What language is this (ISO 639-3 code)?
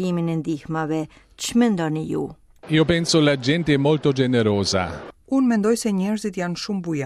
sqi